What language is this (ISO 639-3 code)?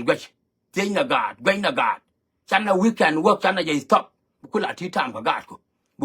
nus